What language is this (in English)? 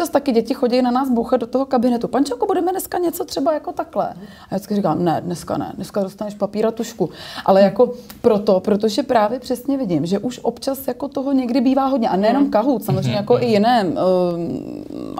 Czech